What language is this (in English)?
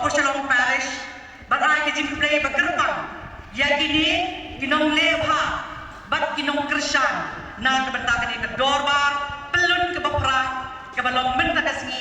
Khasi